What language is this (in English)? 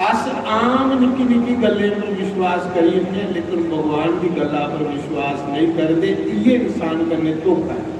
Dogri